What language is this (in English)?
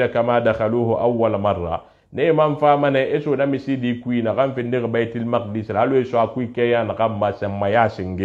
Susu